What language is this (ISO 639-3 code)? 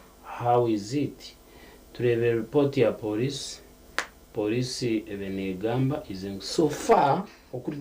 nyn